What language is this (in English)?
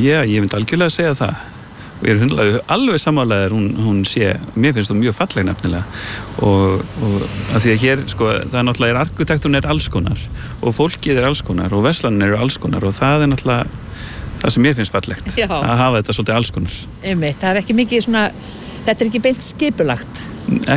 Icelandic